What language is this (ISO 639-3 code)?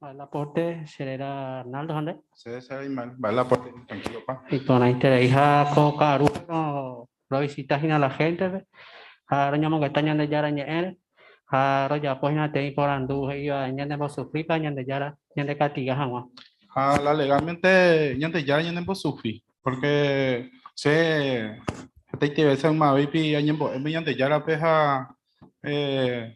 grn